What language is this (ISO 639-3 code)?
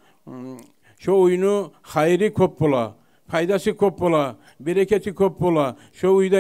kum